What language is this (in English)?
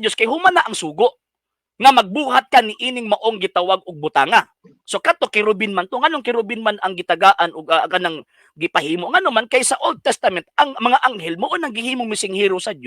Cebuano